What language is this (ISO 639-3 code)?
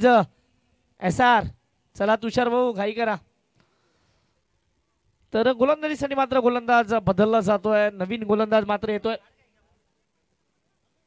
mar